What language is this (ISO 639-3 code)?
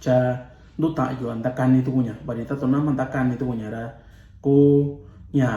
mix